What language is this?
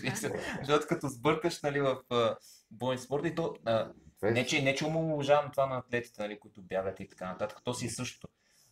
Bulgarian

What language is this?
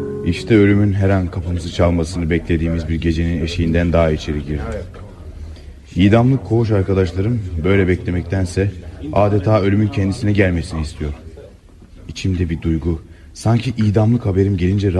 Turkish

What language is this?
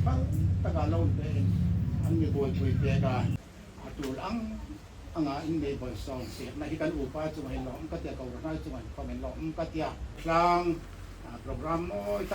Hmar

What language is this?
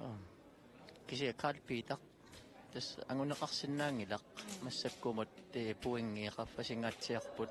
Kalaallisut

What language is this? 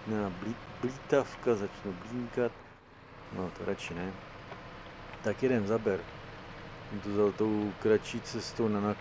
Czech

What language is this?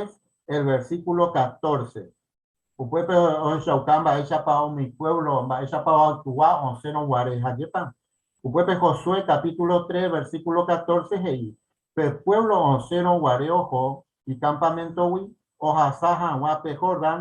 Guarani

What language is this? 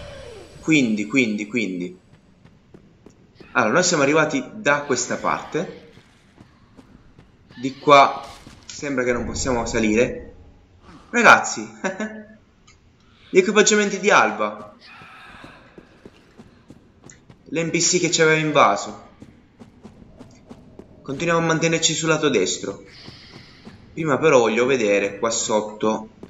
Italian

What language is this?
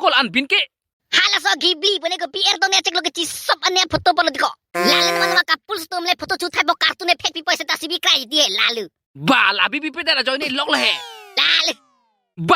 Karbi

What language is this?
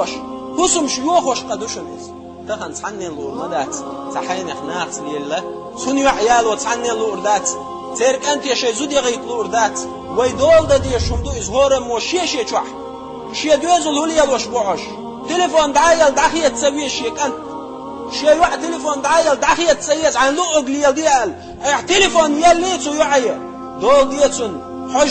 Chechen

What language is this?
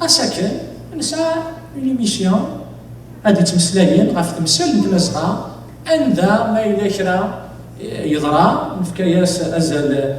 Kabyle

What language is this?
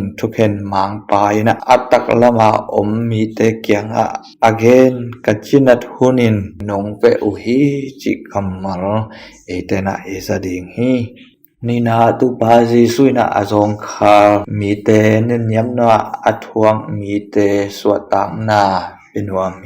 Tedim Chin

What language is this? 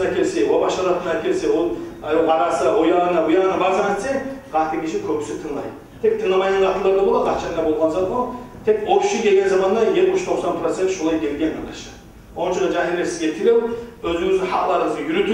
Kumyk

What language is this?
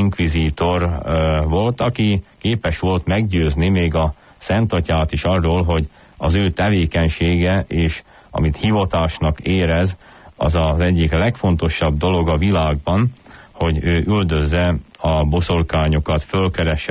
Hungarian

